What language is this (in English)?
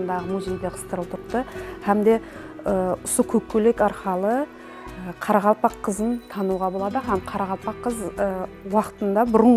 Kara-Kalpak